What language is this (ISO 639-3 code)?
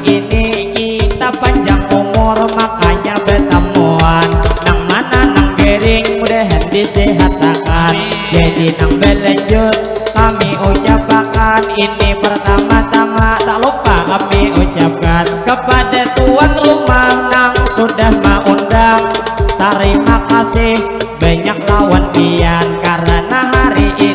bjn